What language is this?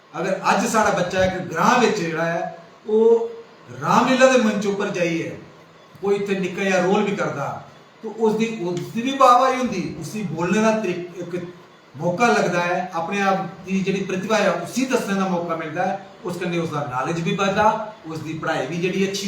Dogri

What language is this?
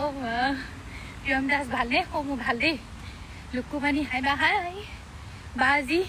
Assamese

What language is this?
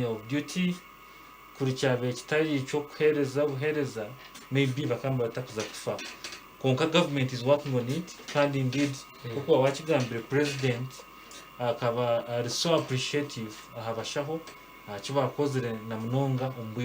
Nyankole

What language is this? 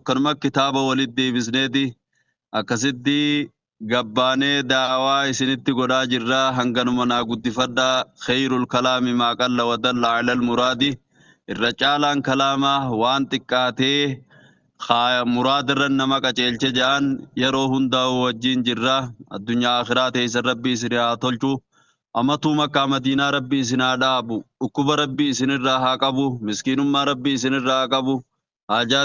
Oromo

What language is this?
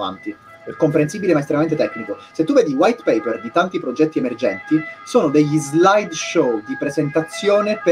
Italian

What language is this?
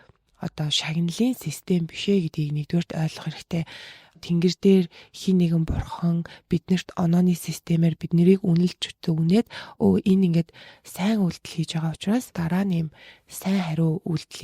Mongolian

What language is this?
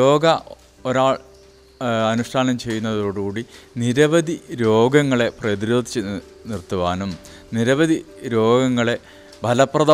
Malayalam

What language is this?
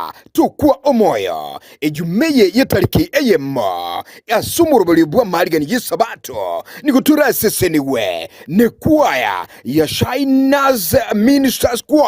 Gusii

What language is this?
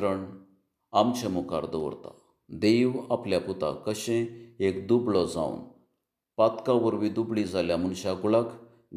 Konkani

